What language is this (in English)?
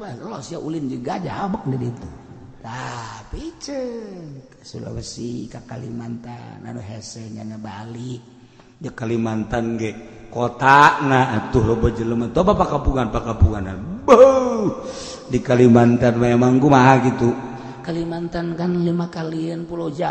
Sundanese